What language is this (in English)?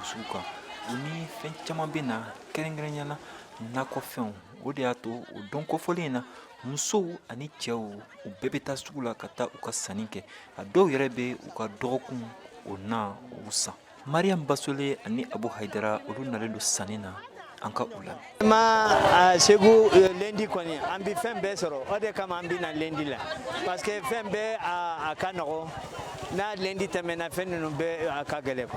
Bambara